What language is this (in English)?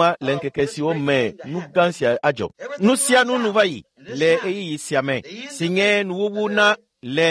Ewe